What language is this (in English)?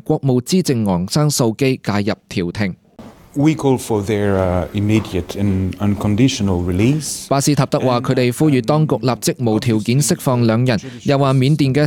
Cantonese